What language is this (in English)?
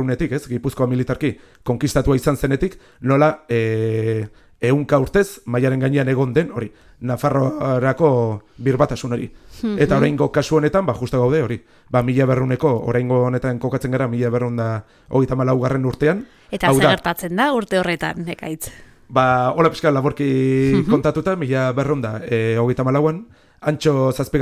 Basque